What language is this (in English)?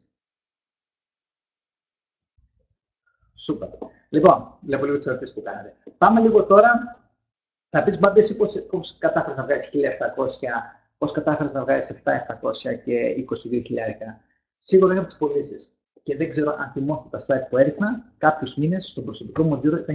Greek